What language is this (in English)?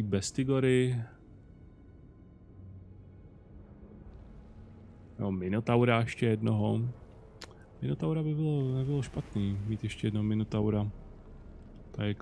Czech